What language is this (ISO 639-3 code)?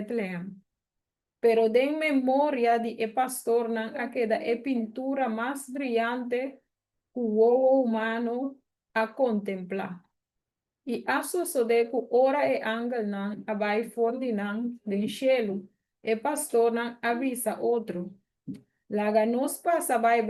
pap